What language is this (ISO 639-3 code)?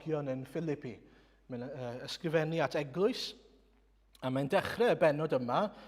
cym